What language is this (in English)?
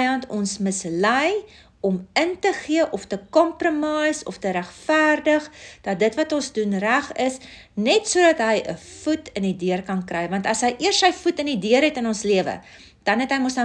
Afrikaans